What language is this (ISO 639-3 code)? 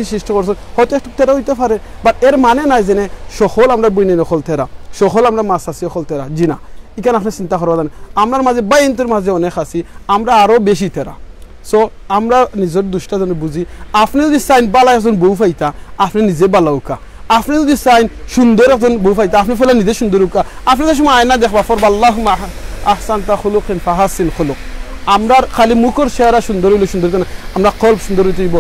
syl